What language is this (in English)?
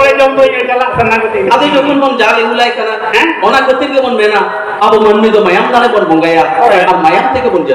Santali